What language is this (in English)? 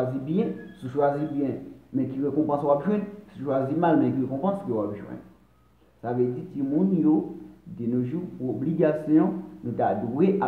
Haitian Creole